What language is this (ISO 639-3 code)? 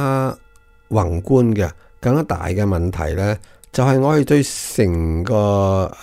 yue